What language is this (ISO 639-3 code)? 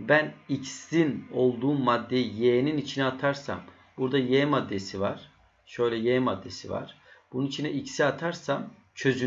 tur